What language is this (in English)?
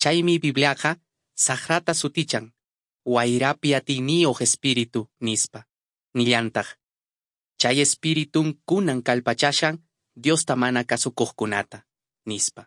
Quechua